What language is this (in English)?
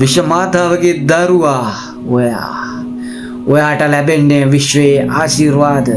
Sinhala